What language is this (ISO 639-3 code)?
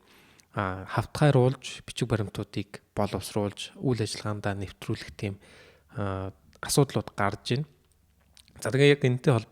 mon